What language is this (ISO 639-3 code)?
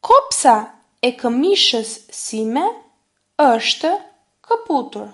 sqi